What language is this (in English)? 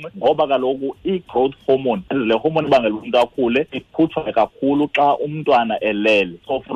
Xhosa